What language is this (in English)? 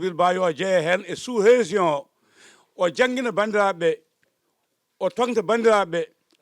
Fula